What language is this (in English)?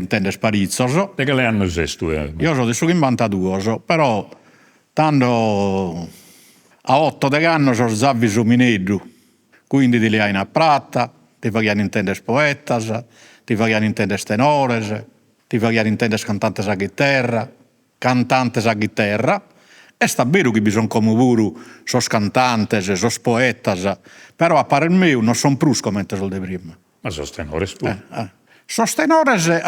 Sardinian